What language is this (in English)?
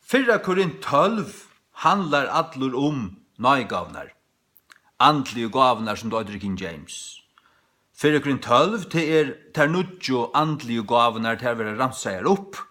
Faroese